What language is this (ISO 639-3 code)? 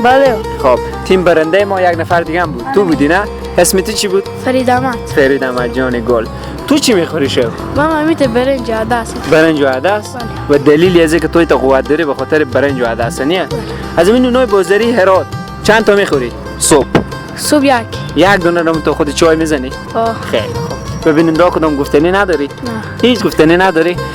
fas